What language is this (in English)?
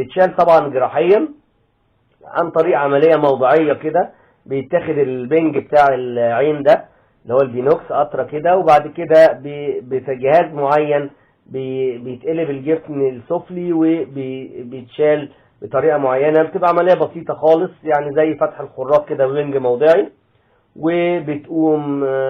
Egyptian Arabic